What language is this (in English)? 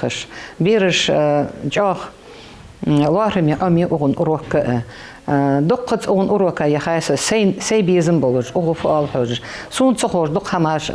Ingush